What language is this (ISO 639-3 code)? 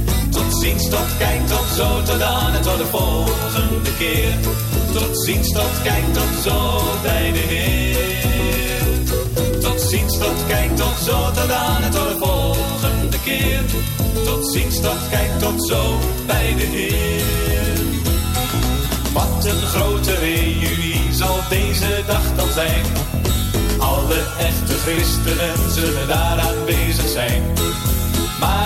nld